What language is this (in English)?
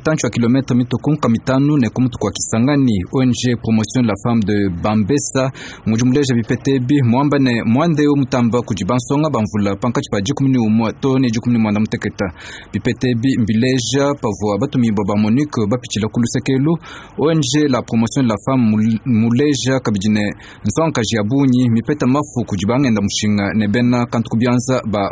Luba-Lulua